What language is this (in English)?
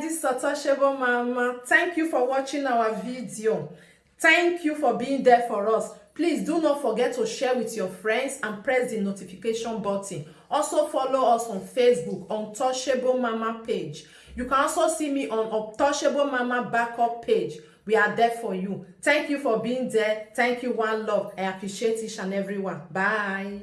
Nigerian Pidgin